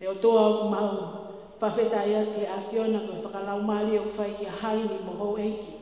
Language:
Tongan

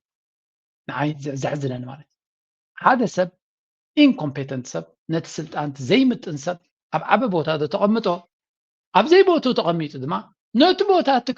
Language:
Tigrinya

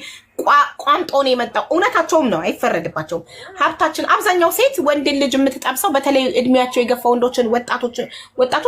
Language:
Amharic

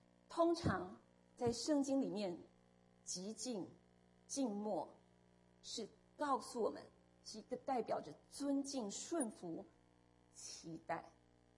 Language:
Chinese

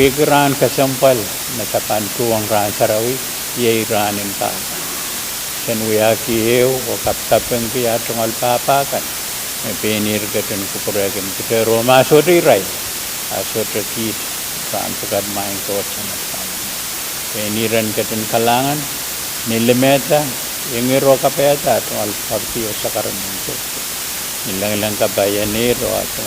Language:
Pohnpeian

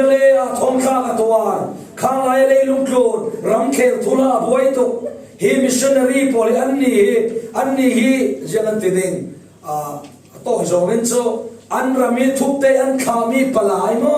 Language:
Falam Chin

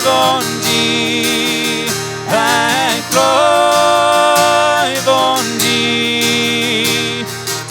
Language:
Plautdietsch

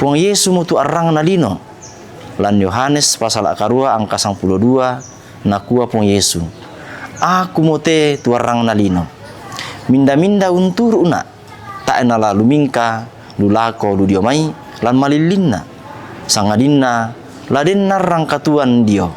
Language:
Toraja-Sa'dan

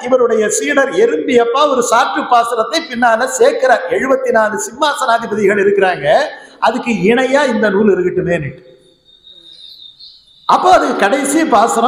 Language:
Tamil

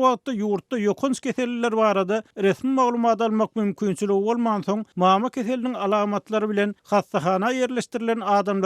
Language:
Turkmen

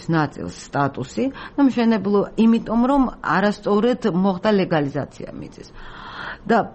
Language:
Georgian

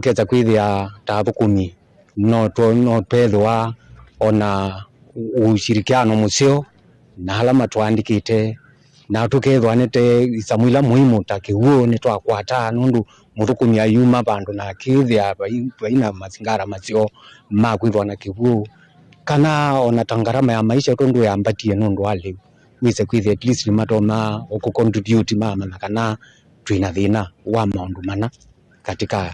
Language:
Kamba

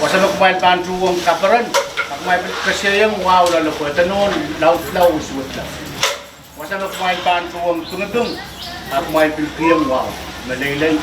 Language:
Pohnpeian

